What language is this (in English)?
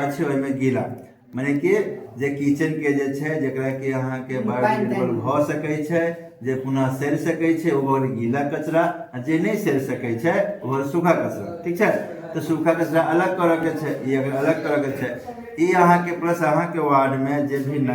Maithili